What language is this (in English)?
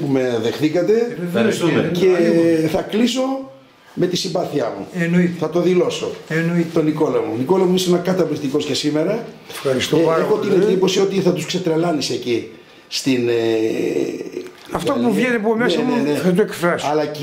Greek